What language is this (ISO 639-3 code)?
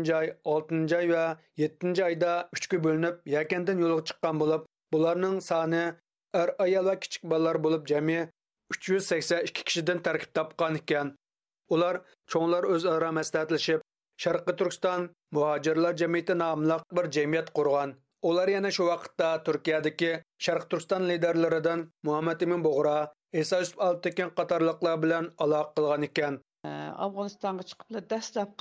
uig